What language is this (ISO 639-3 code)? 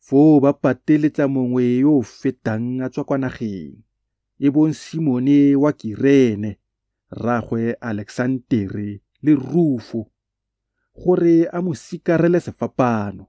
tsn